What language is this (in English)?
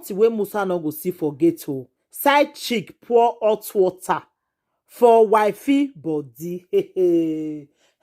Nigerian Pidgin